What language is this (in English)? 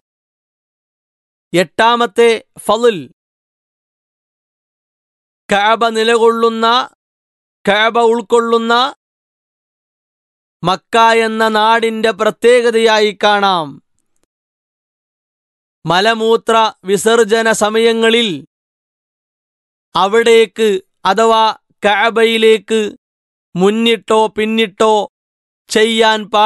Malayalam